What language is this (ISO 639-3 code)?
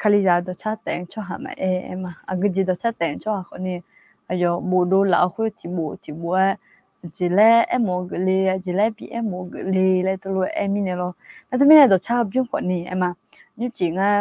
ahk